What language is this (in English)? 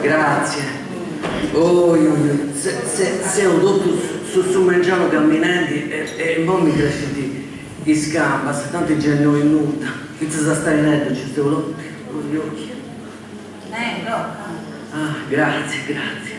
Sardinian